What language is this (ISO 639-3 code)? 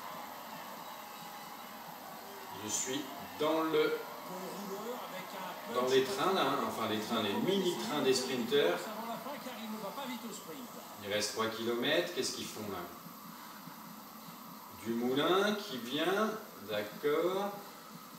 fra